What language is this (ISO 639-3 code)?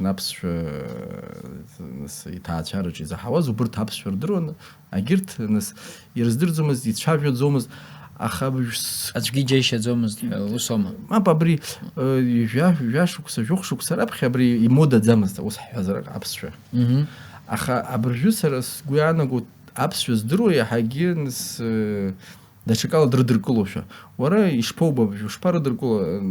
abk